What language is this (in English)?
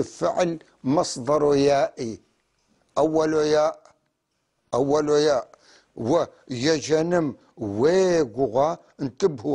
North Levantine Arabic